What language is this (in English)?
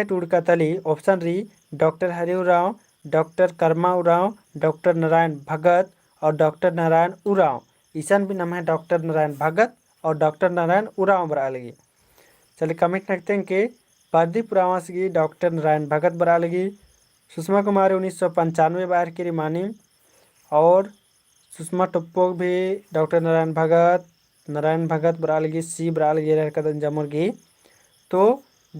Kurukh